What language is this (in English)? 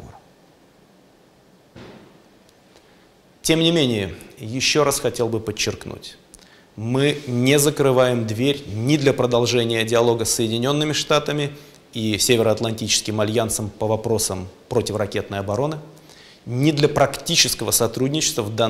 Russian